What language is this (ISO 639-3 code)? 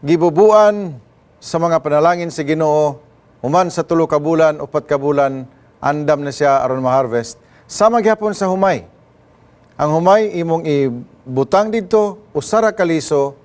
ceb